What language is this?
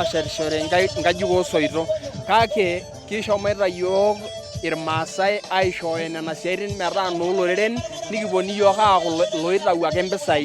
Masai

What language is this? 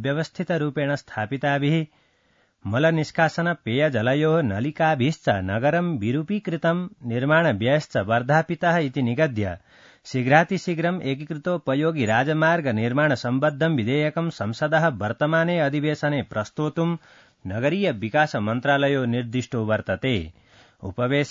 Sanskrit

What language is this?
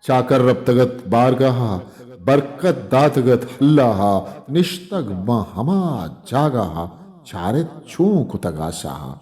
Eastern Balochi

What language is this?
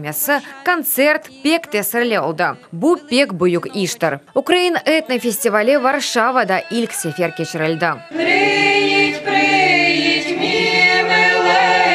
Crimean Tatar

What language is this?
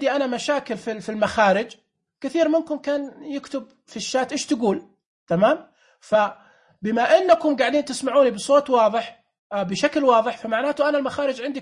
Najdi Arabic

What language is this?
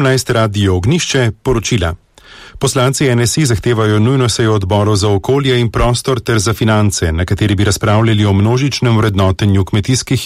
Slovenian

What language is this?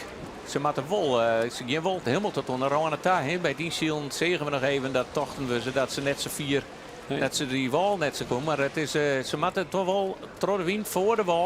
Western Frisian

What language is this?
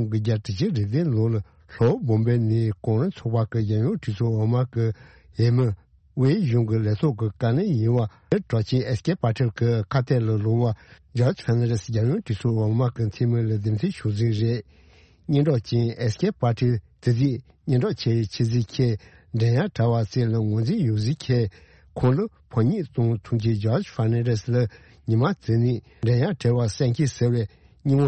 Tibetan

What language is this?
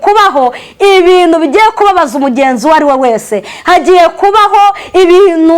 Kinyarwanda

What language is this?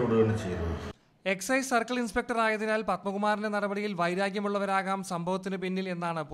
Malayalam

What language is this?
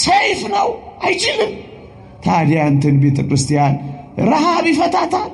Amharic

